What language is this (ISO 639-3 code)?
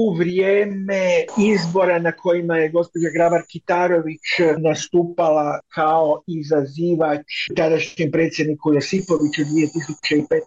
hrv